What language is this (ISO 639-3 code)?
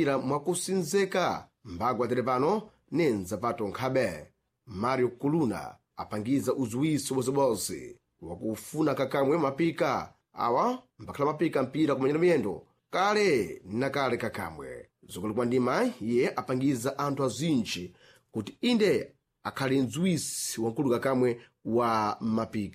seh